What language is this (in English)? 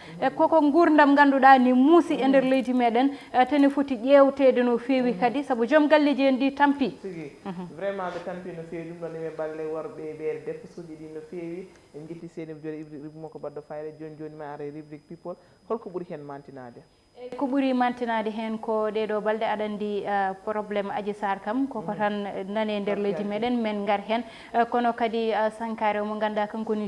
Fula